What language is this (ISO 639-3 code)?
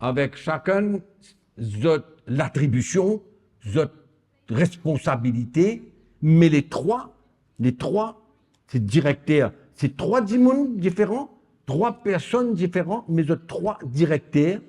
mfe